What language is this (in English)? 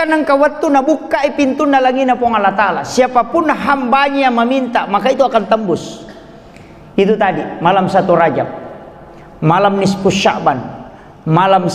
Buginese